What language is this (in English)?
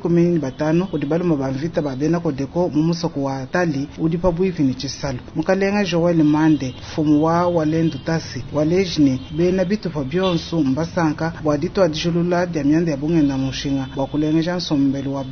Luba-Lulua